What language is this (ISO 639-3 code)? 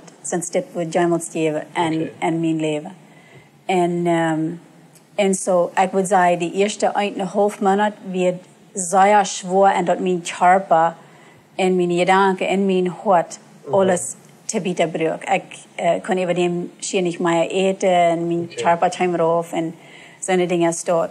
pdt